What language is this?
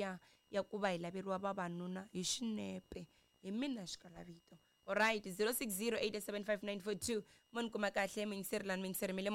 Tsonga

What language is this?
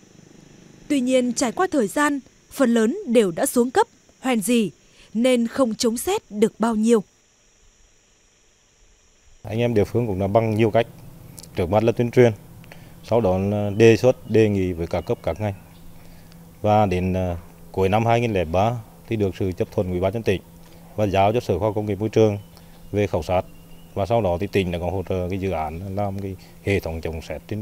Vietnamese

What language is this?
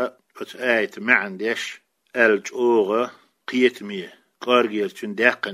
Chechen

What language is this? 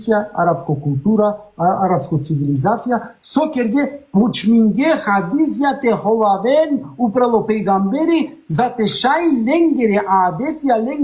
Balkan Romani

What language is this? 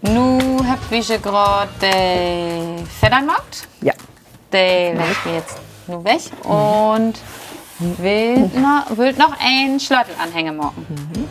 Low German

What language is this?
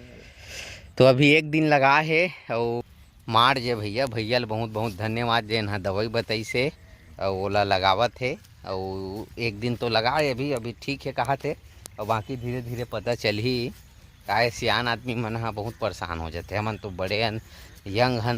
Chhattisgarhi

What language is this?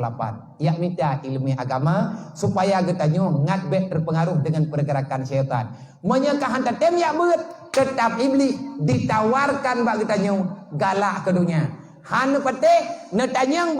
Achinese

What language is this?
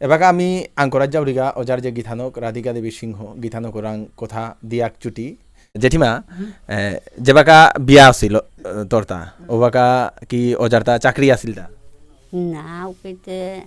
Bishnupriya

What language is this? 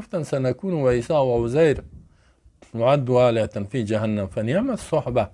Persian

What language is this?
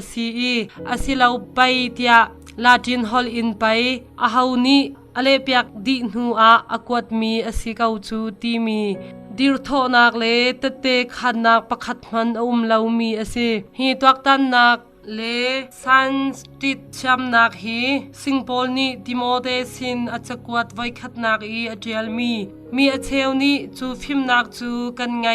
Hakha Chin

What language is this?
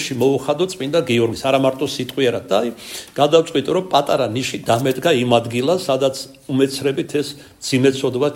Georgian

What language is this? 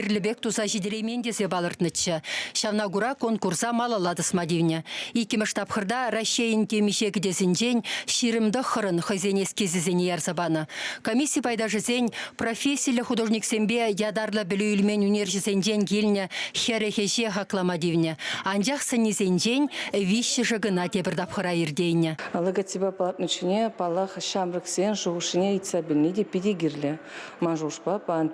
Chuvash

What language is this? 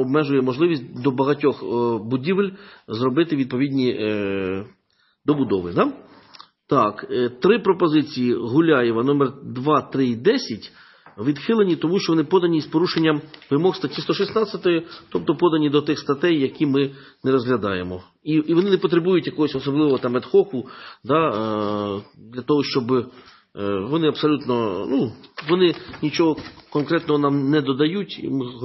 Ukrainian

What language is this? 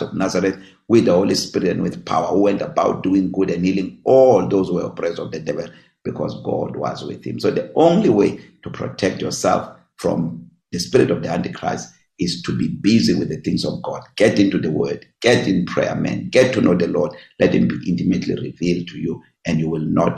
English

